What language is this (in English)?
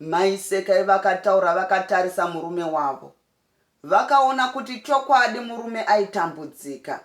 Shona